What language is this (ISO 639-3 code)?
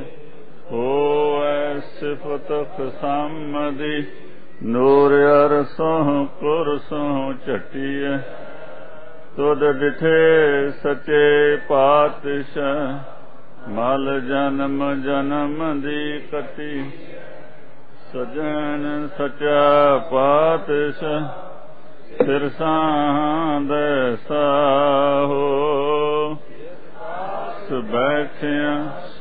pan